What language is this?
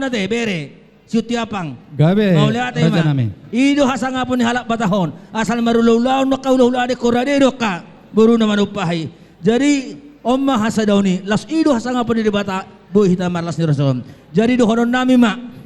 Batak Toba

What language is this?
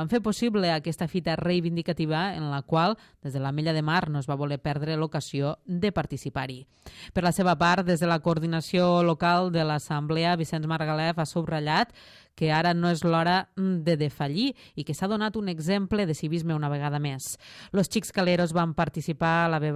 Catalan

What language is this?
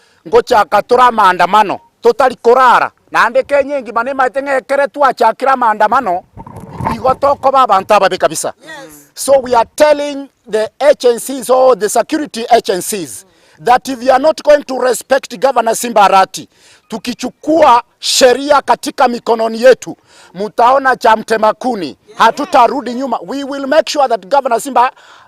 Gusii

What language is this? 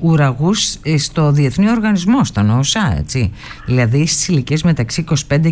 Greek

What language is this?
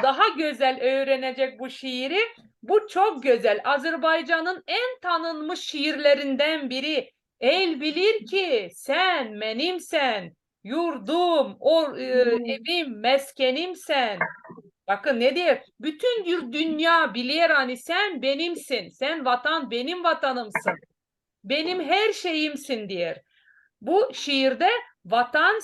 Gagauz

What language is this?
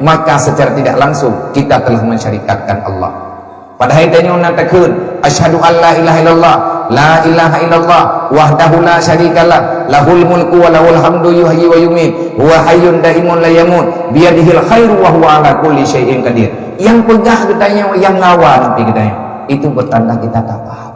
Achinese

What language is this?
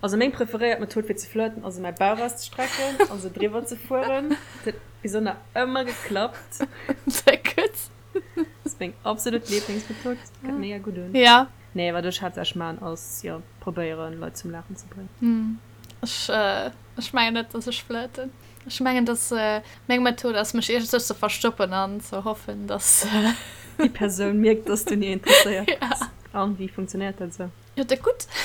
Luxembourgish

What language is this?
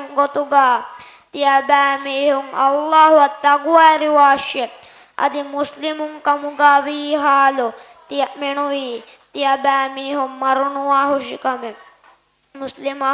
Divehi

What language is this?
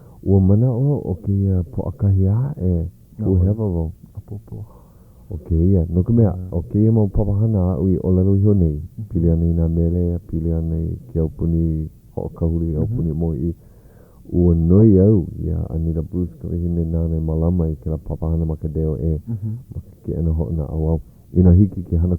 Hawaiian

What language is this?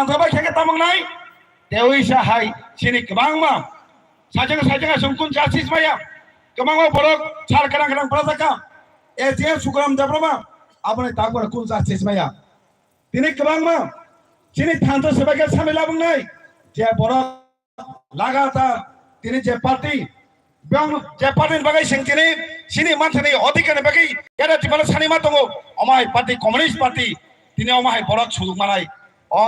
Kok Borok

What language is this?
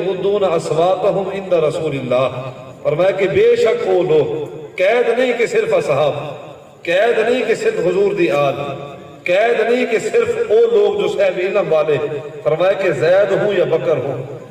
Saraiki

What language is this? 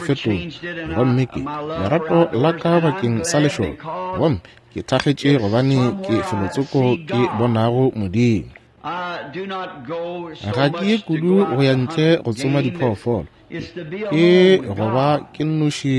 Northern Sotho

